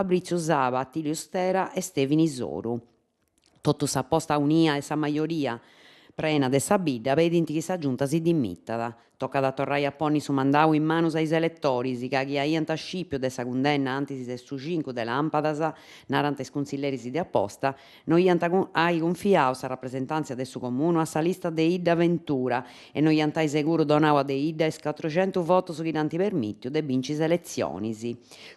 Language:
Sardinian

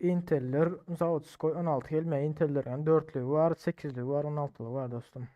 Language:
Turkmen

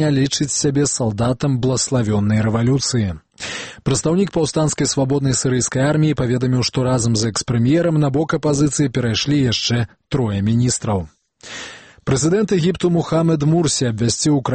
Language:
Belarusian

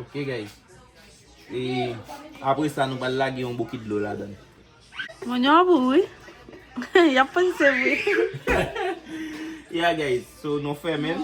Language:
Haitian Creole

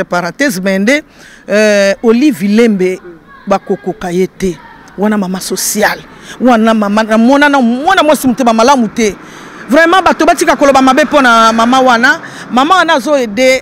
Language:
Lingala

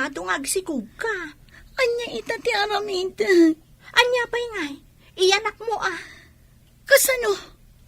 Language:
Iloko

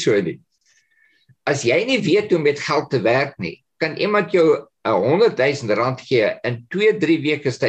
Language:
Afrikaans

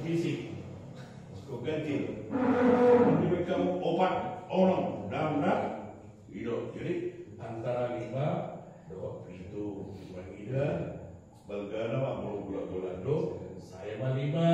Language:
Batak Toba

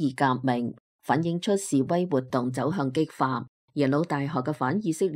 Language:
Cantonese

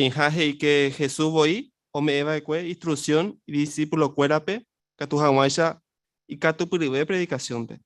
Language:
Guarani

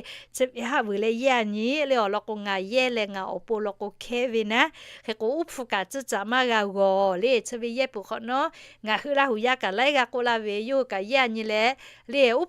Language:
Lahu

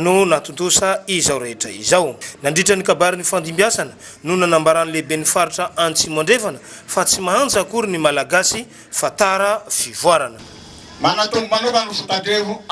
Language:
Malagasy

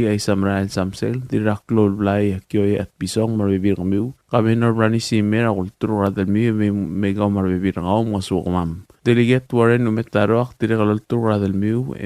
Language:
Palauan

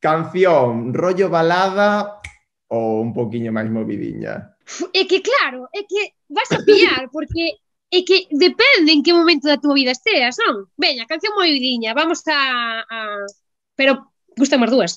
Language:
Galician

